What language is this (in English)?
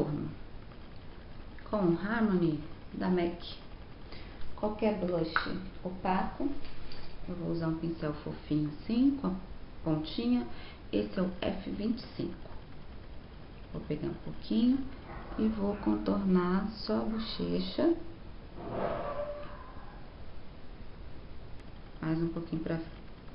Portuguese